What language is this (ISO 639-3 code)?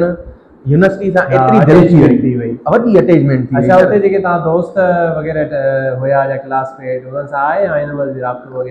snd